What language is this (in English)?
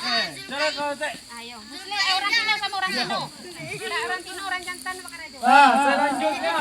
Minangkabau